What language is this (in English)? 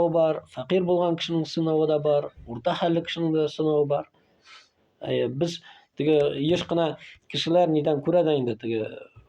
Tatar